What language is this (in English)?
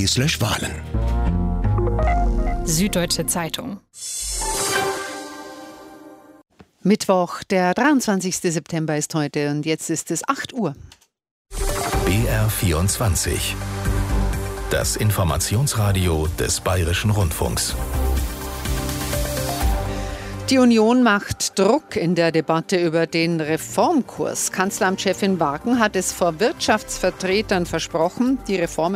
German